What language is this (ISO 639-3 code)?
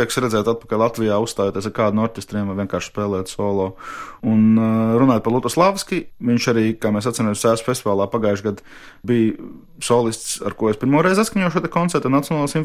lav